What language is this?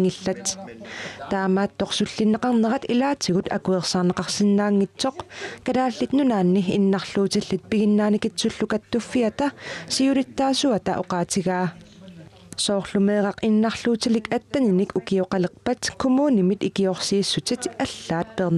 Kalaallisut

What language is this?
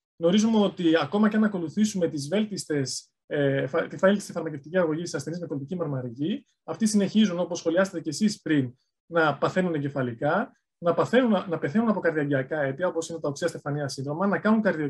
Greek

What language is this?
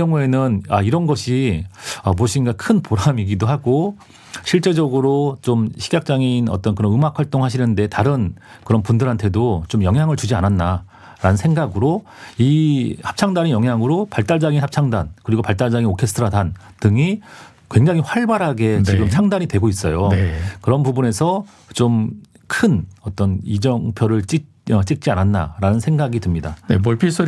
Korean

